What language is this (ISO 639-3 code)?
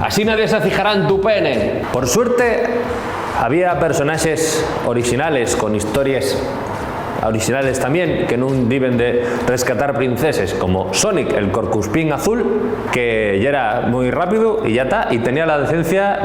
ast